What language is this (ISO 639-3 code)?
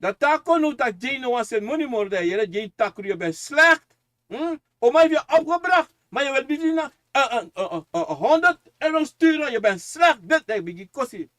srn